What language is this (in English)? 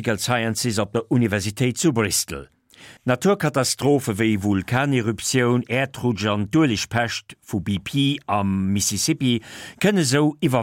Luxembourgish